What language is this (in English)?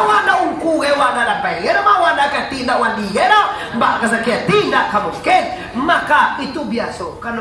Minangkabau